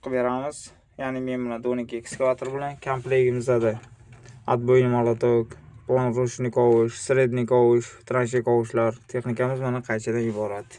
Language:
Uzbek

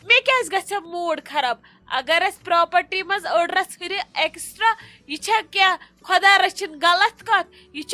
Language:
Kashmiri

